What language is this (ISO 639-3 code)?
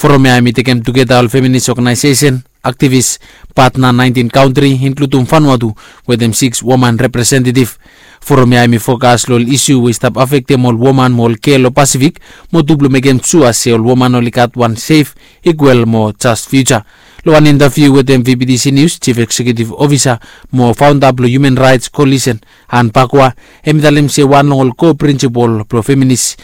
bis